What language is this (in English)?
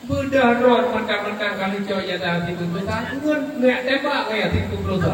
Achinese